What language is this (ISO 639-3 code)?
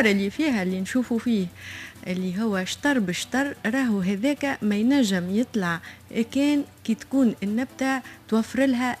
aeb